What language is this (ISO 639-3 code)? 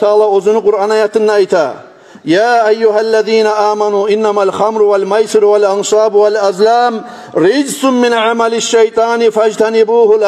kum